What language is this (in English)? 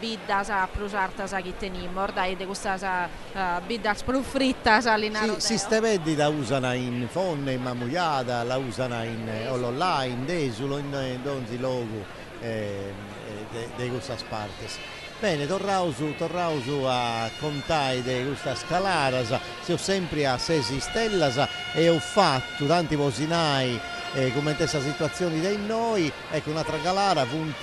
Sardinian